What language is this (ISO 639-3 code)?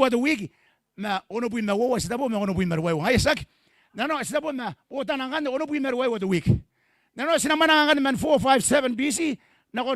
gil